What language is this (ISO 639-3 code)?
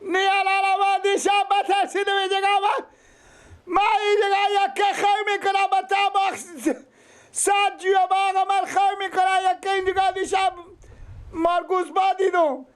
fas